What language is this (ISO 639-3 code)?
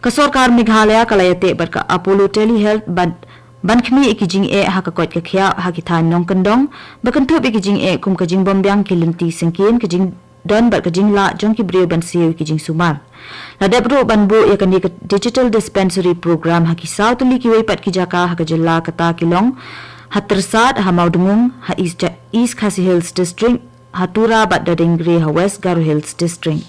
kha